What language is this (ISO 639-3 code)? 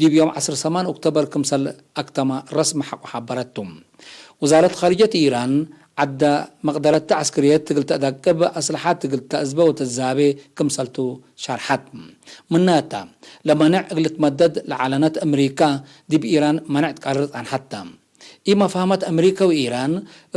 tig